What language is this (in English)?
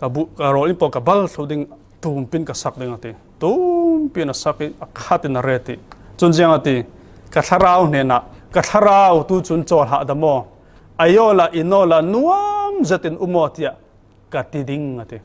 Falam Chin